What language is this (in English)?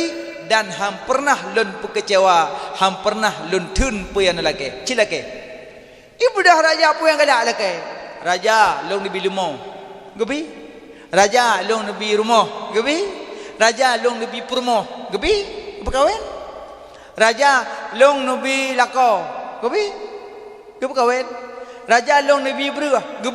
Achinese